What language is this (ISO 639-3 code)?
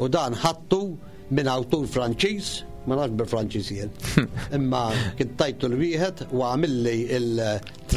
mlt